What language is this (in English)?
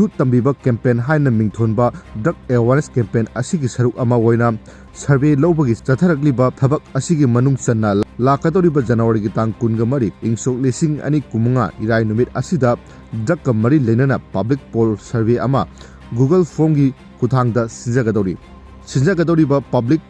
Manipuri